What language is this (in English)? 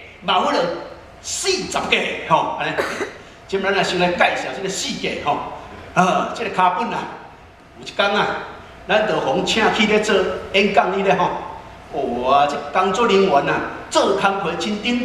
Min Nan Chinese